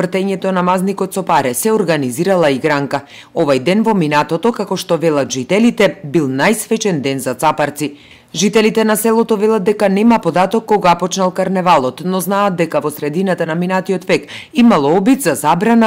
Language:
Macedonian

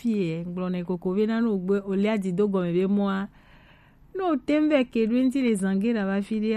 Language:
Gen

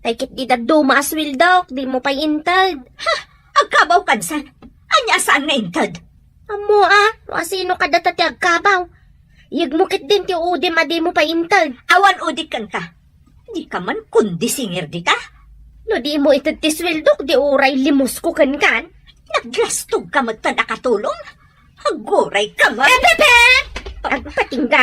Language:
Iloko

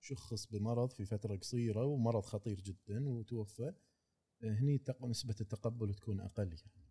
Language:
Gulf Arabic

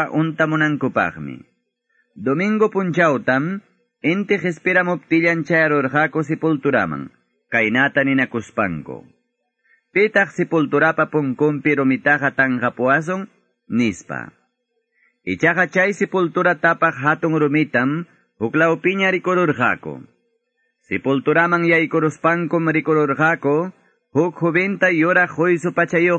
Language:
Quechua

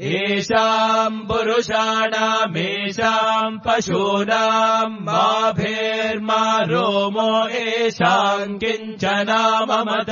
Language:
Sanskrit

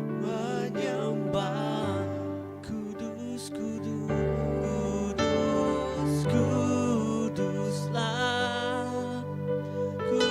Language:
Iban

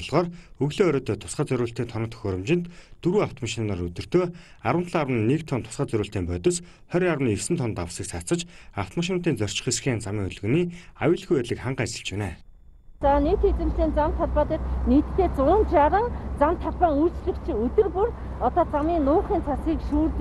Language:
Mongolian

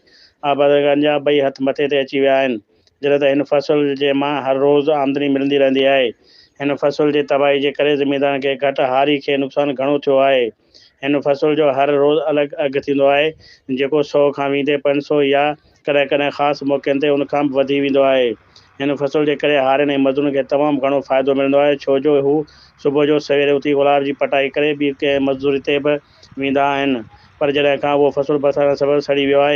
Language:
Sindhi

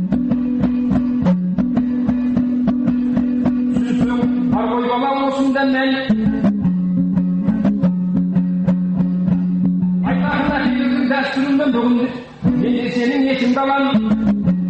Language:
Kazakh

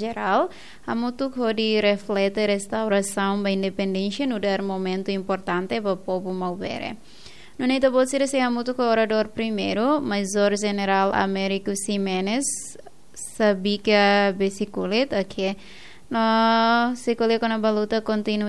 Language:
Tetum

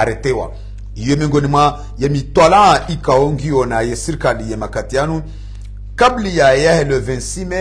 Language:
Swahili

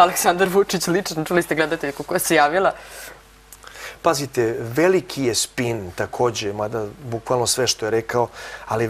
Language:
Serbian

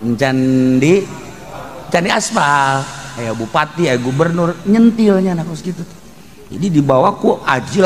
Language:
Sundanese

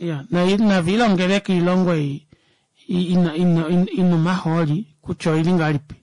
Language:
Kuanyama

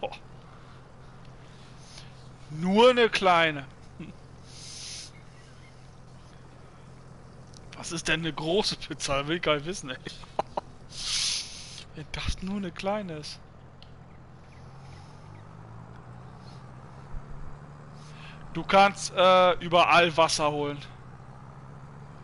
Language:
German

